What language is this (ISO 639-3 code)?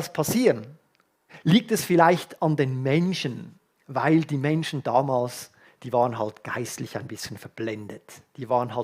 gsw